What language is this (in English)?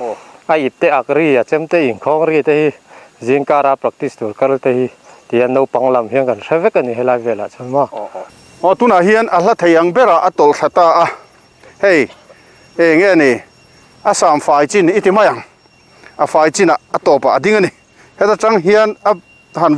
Mizo